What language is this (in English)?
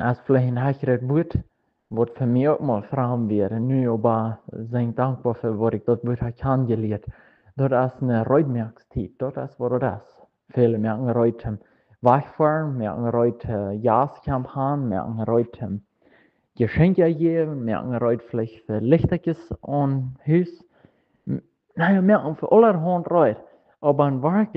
Plautdietsch